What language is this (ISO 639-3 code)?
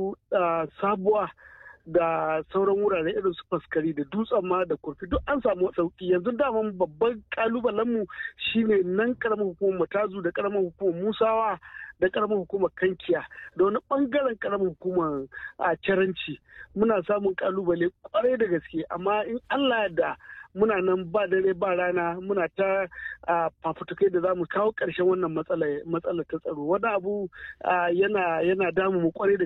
hau